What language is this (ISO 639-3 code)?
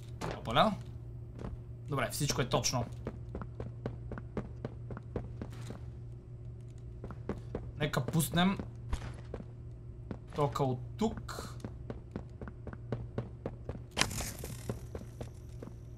bul